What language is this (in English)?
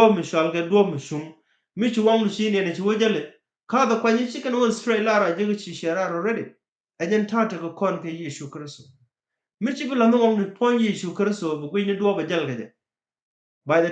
Nuer